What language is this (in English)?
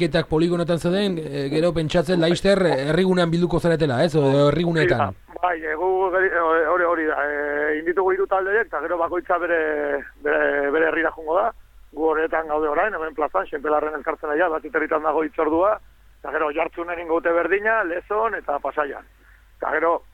Basque